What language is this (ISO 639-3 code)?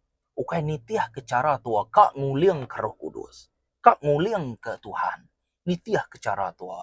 iba